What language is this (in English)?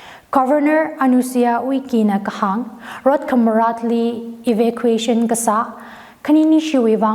Tangkhul Naga (India)